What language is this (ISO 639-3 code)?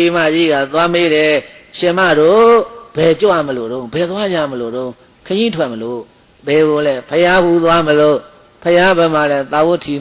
mya